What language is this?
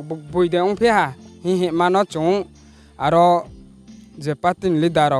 Riang (India)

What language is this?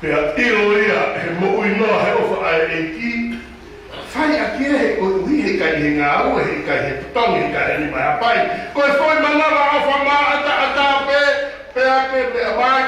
Tongan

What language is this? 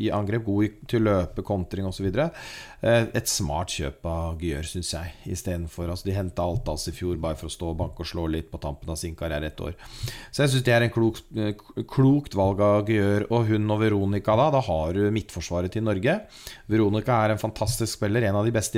Norwegian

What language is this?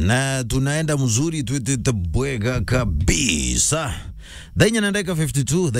Meru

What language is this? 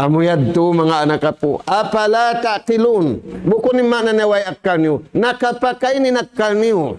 Tausug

